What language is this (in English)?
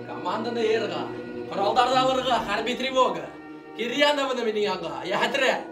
Bashkir